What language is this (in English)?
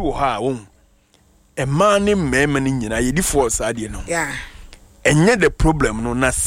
Akan